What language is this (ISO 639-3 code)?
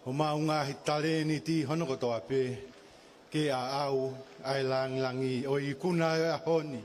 ton